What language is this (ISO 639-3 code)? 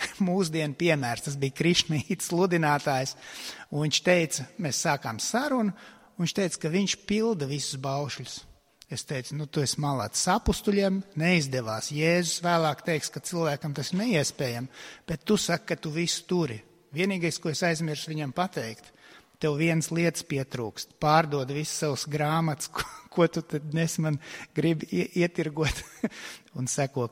lav